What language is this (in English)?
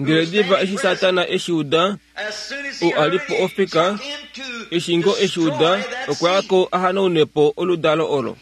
Kuanyama